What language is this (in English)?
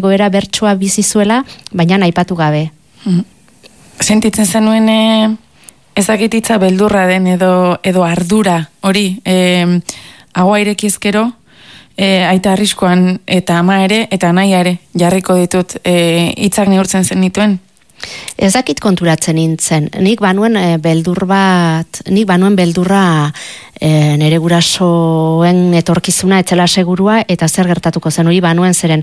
Basque